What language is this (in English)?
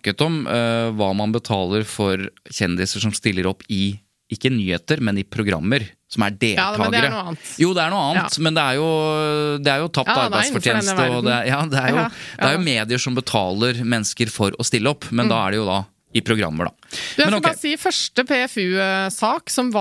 Norwegian